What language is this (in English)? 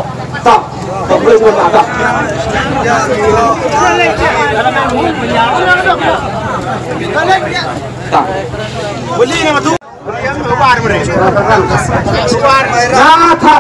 Malay